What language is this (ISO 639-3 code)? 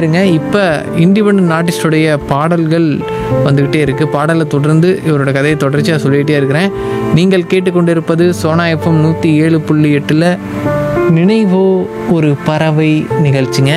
tam